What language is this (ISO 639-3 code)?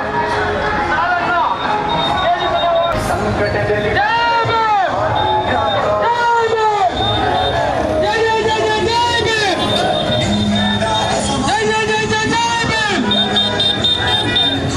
kan